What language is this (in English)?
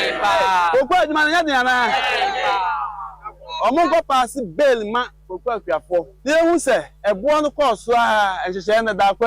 Akan